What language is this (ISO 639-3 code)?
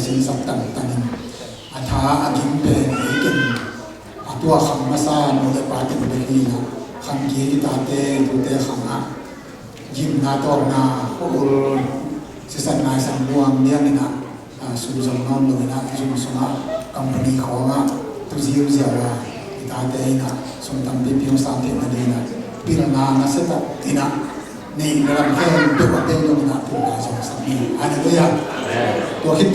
ctd